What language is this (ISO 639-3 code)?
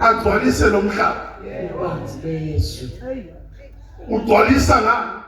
zul